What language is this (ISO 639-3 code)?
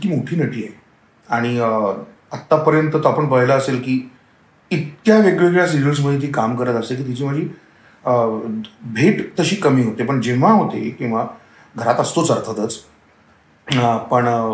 mar